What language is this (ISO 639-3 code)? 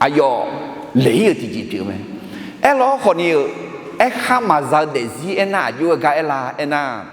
ahk